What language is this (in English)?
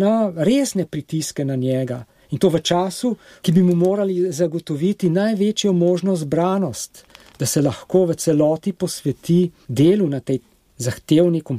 Slovenian